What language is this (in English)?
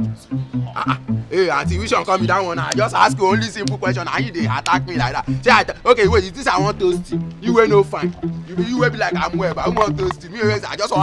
Nigerian Pidgin